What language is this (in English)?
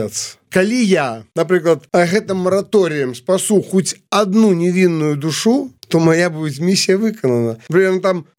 Belarusian